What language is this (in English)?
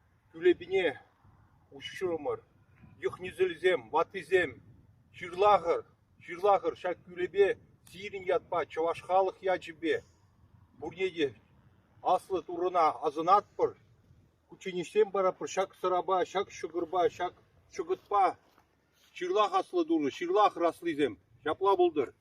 Chuvash